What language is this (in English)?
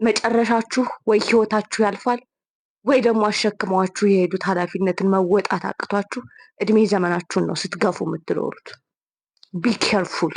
Amharic